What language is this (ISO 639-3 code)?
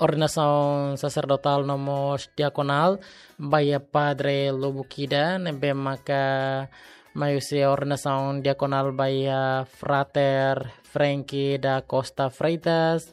tet